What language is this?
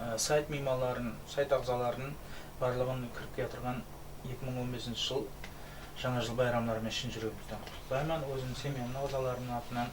Kara-Kalpak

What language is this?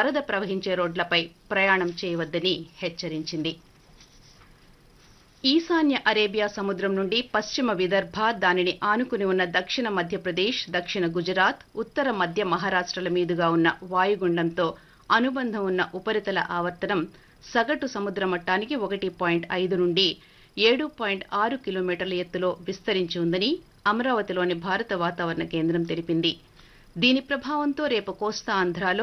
Telugu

